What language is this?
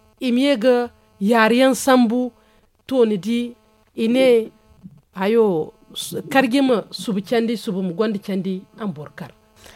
Zarma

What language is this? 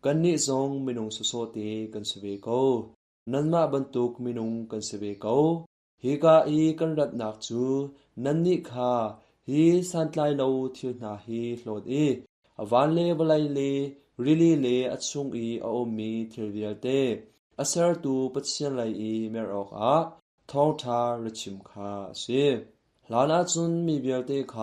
Hakha Chin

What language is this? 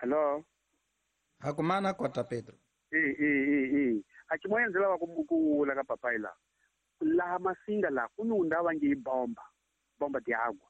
Tsonga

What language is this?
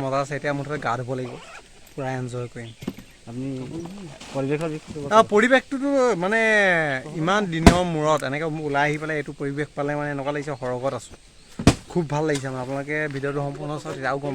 Assamese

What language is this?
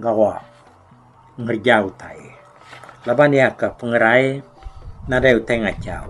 Iban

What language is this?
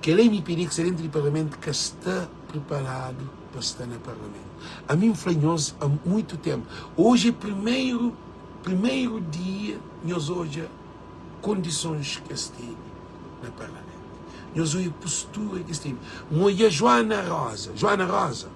Kabuverdianu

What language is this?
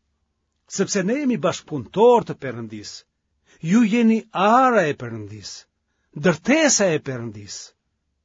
Albanian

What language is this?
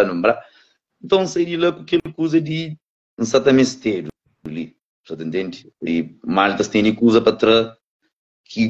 Kabuverdianu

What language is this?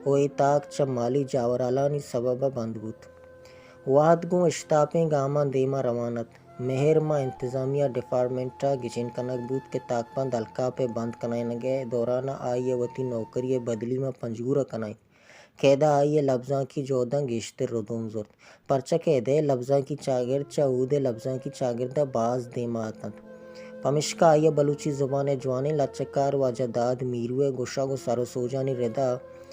Baluchi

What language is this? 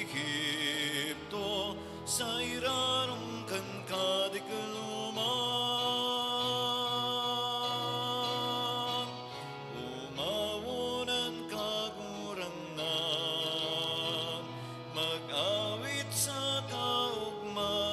Bikol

